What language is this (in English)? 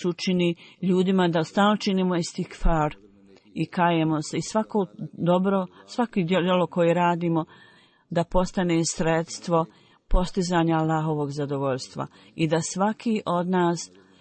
Bosnian